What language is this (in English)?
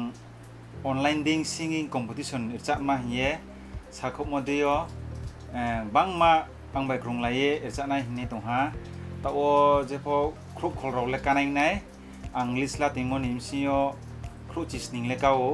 Riang (India)